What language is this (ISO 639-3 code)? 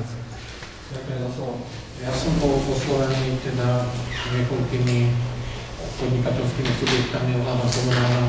slk